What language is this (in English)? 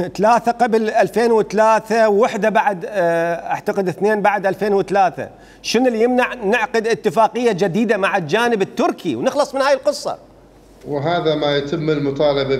Mesopotamian Arabic